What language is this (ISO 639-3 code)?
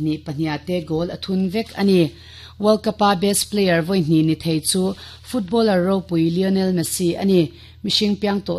lus